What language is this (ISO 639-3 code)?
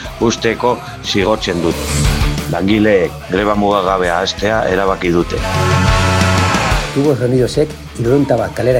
eus